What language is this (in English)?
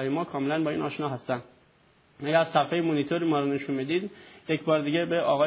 Persian